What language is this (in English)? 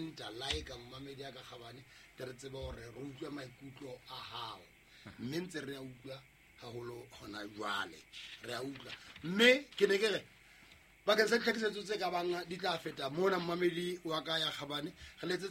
Southern Sotho